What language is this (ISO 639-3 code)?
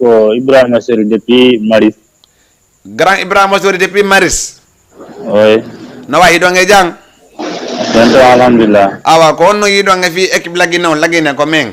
ful